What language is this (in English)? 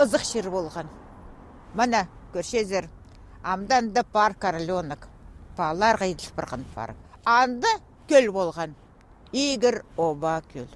Khakas